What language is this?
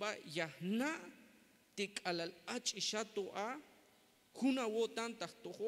Tzeltal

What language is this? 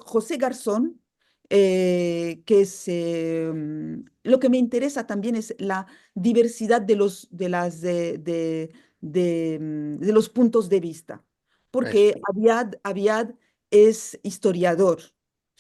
Ladino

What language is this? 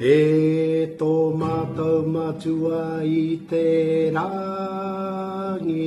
Māori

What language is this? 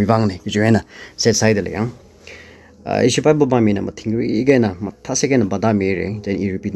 Tangkhul Naga (India)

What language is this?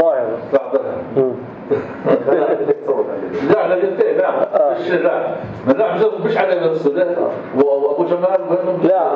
North Levantine Arabic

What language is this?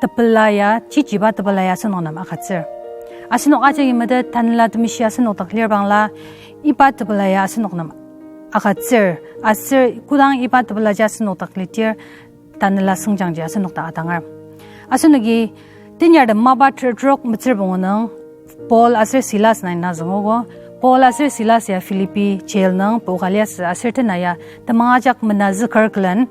Ao Naga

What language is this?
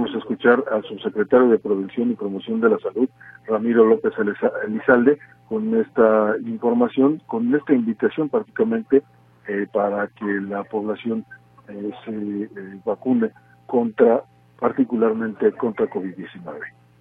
Spanish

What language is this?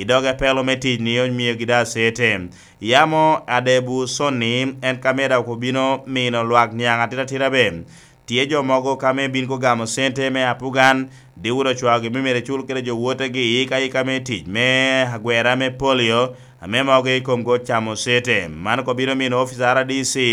Lango (Uganda)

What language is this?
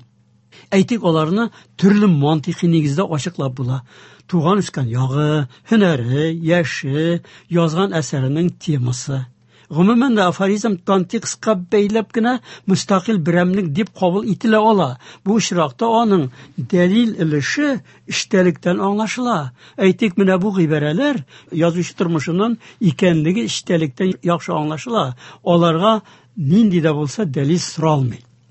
Tatar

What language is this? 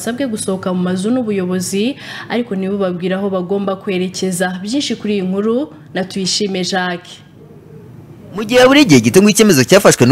Kinyarwanda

